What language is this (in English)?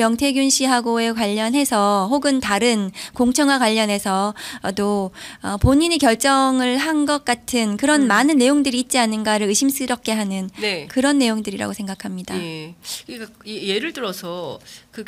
Korean